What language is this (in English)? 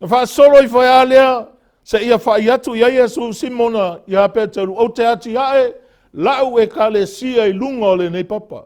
Samoan